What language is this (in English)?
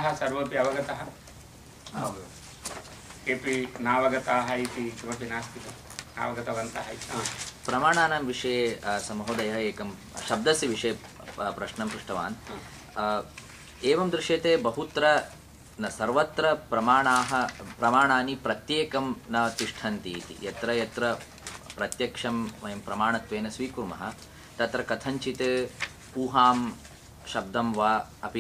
Sanskrit